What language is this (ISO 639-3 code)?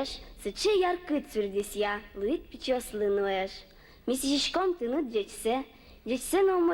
udm